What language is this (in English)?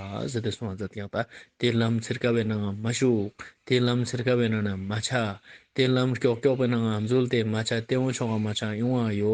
Ladakhi